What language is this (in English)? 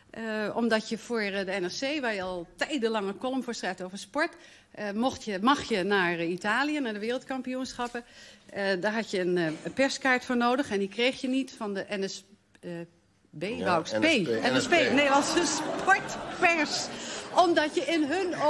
Dutch